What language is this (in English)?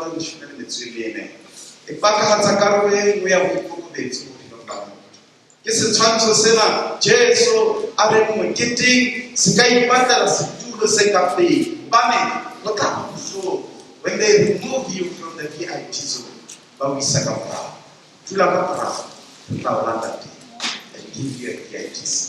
Southern Sotho